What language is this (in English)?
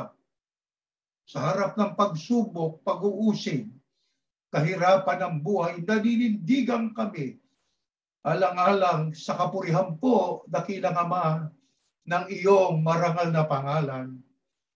Filipino